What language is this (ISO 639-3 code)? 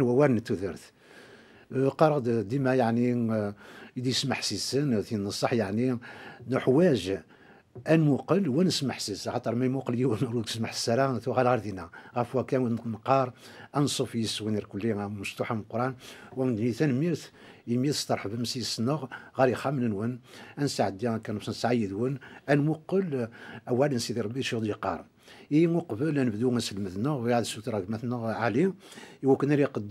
kab